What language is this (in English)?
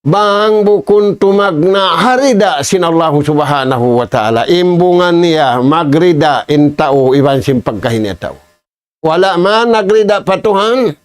Tausug